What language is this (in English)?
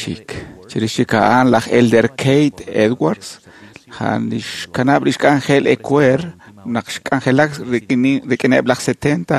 Kekchí